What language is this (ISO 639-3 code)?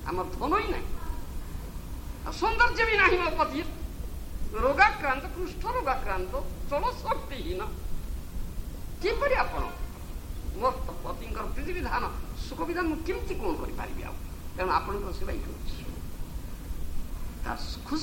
ori